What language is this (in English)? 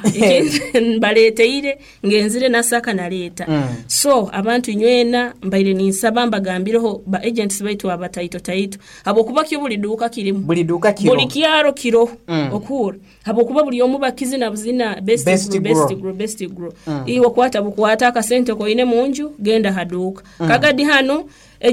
Nyoro